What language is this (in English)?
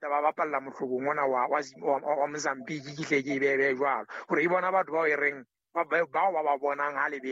Southern Sotho